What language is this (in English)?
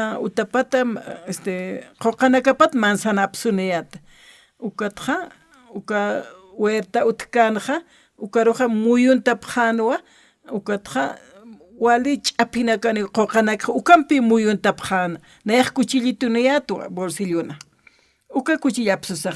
Aymara